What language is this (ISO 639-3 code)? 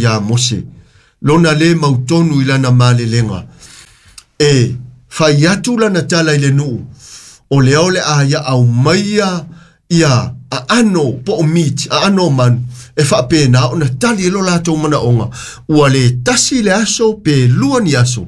smo